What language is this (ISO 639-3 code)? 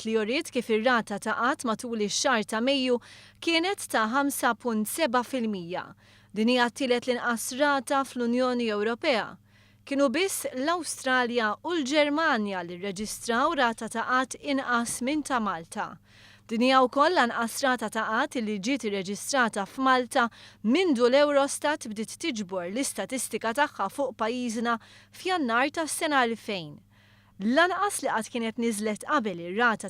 mlt